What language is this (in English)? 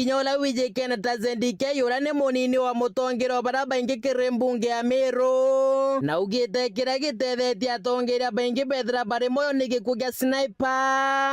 Meru